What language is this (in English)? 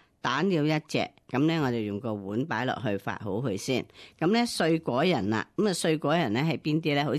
Cantonese